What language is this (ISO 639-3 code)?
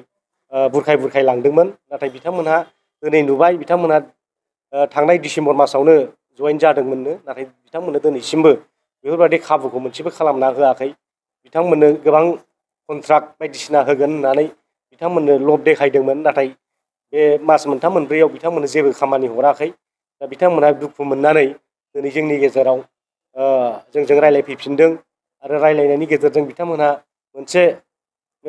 brx